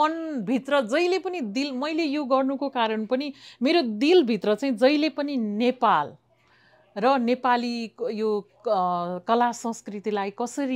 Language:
Nepali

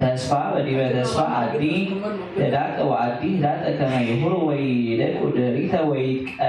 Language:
Geez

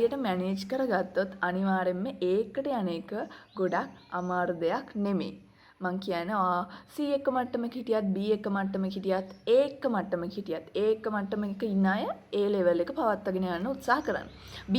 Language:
Sinhala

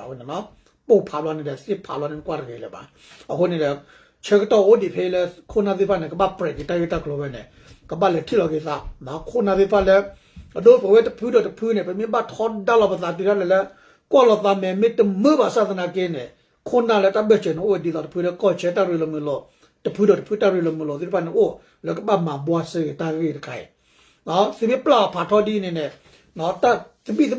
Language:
S'gaw Karen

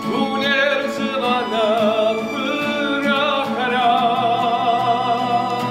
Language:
Kabardian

